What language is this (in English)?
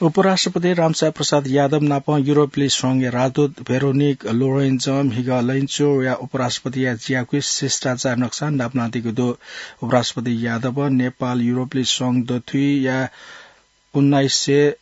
Newari